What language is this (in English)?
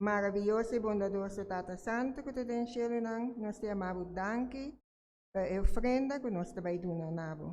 Papiamento